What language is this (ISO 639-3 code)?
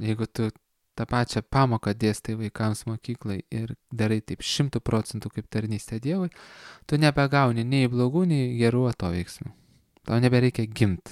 lit